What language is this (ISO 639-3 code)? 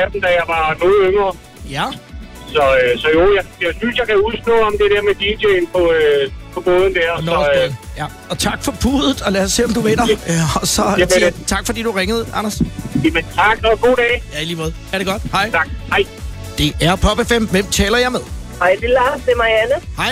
dan